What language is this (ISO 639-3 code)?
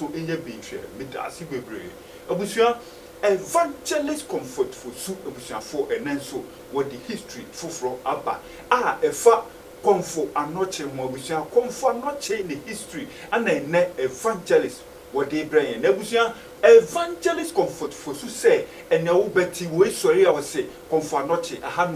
aka